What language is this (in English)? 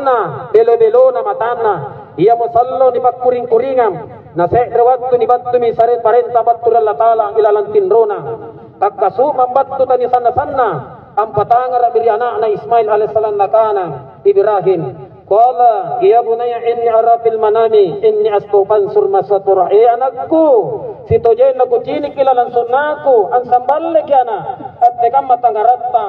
Makasar